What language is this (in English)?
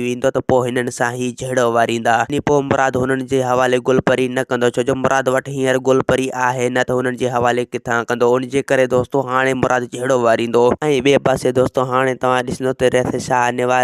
Sindhi